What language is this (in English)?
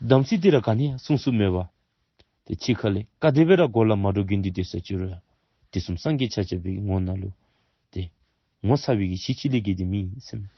Dzongkha